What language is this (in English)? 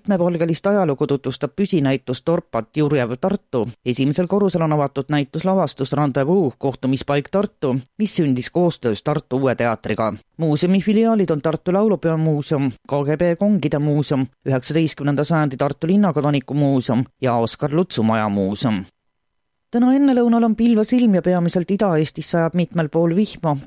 Estonian